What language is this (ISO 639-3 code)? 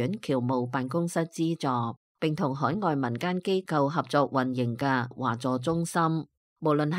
yue